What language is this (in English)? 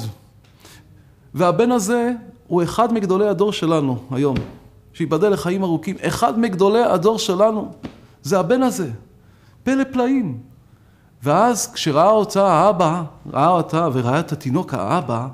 Hebrew